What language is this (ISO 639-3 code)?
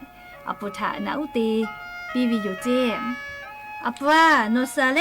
lhu